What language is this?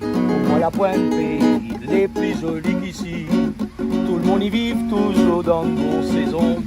Réunion Creole French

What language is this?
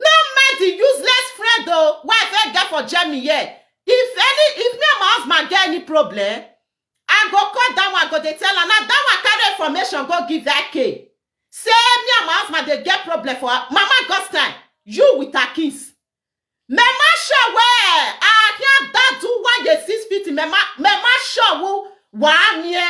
Nigerian Pidgin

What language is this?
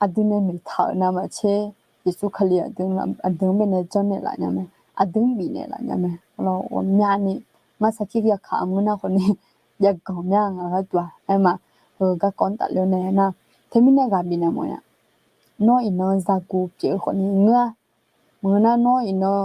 Akha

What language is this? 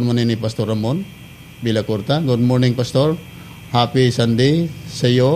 Cebuano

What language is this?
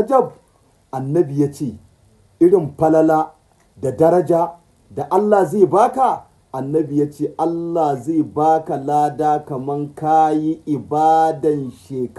Hausa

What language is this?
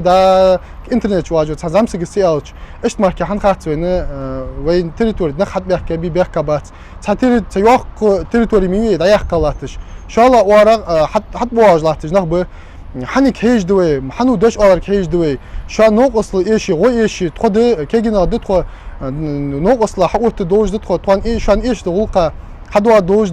Ingush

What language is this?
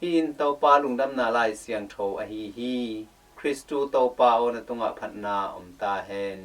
Tedim Chin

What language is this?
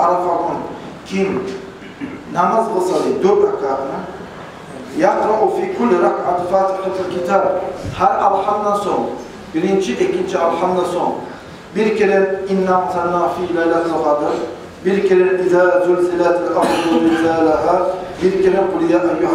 Kumyk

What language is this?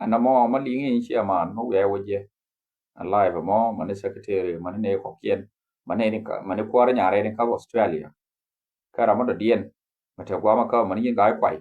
Nuer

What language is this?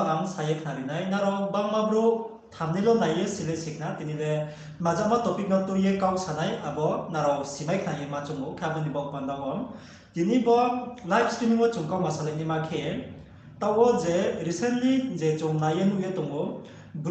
Riang (India)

